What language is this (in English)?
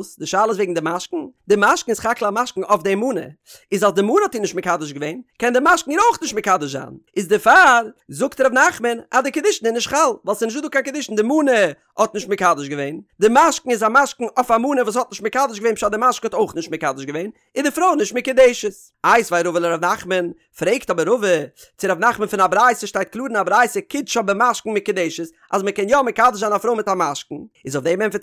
Yiddish